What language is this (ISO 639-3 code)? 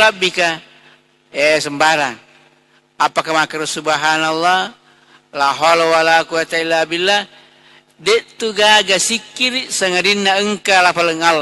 bug